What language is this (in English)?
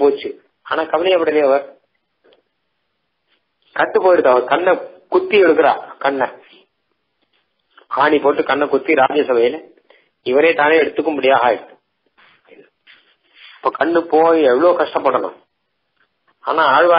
Tamil